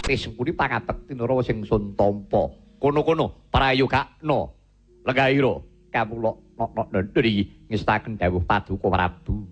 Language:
Javanese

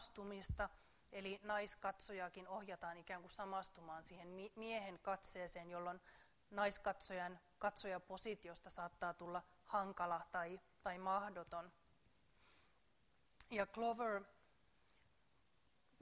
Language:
Finnish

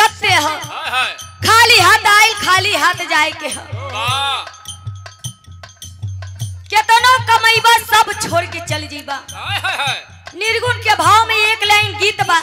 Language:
Bhojpuri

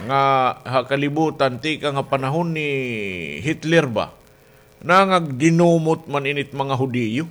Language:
Waray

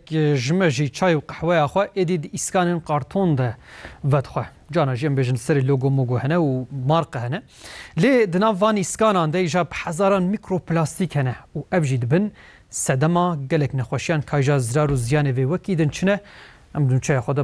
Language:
Kurdish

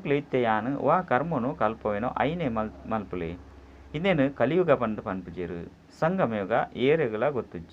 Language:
Tulu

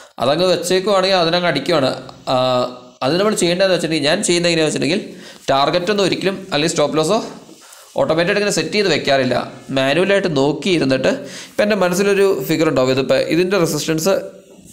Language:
Malayalam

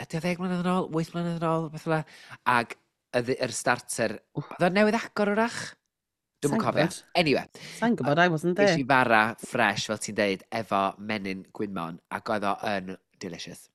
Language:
Welsh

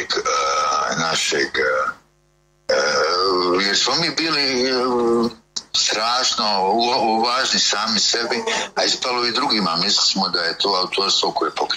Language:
Croatian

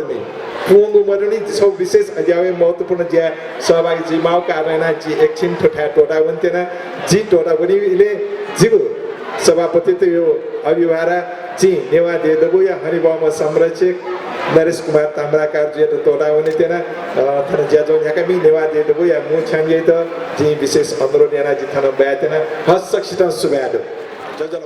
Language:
Newari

